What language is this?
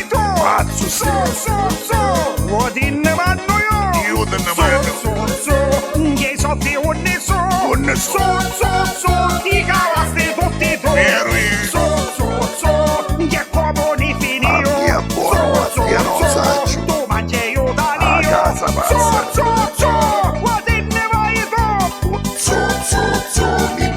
Neapolitan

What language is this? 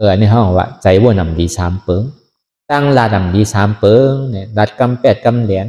Shan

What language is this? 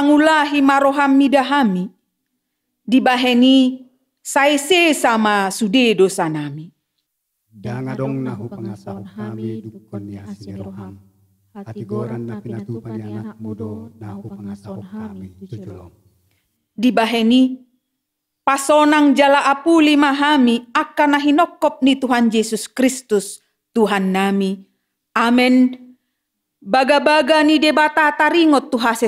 Batak Toba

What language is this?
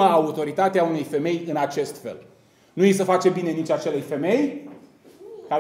Romanian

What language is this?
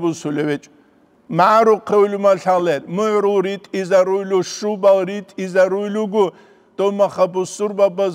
Avaric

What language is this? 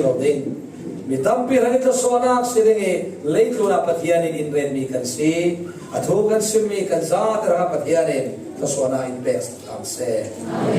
Falam Chin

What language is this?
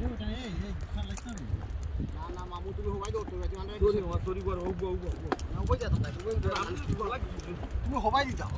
Sylheti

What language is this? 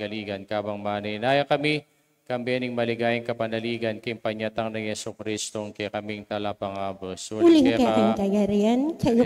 Pampanga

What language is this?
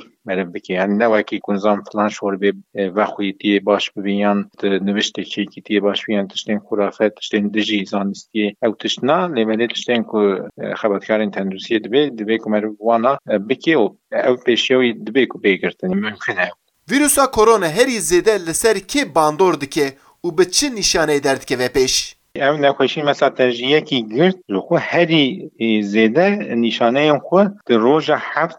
Kurdish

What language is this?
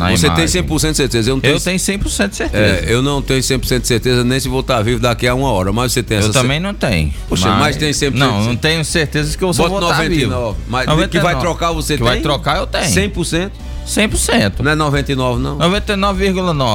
Portuguese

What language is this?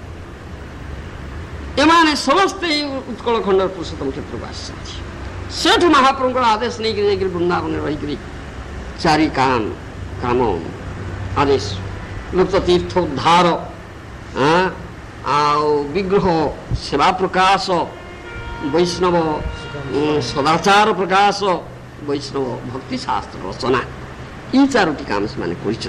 Odia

